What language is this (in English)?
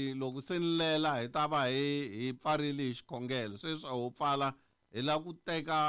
Tsonga